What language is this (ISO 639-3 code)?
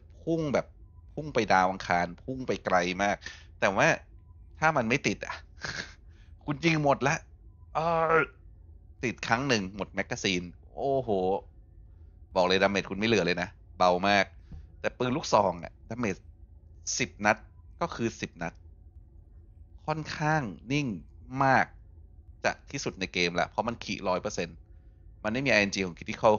tha